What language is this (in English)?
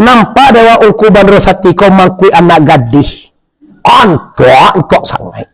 Minangkabau